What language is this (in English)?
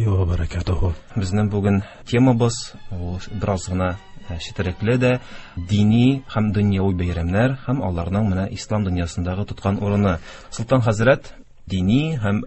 Tatar